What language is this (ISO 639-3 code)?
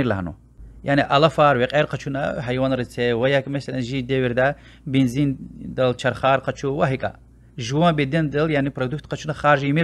lez